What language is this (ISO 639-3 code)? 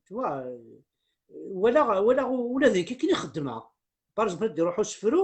kab